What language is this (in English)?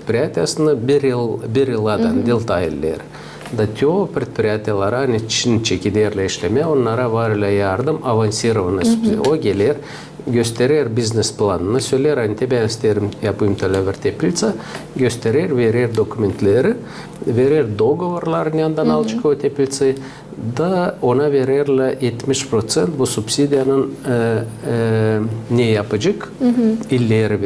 Gagauz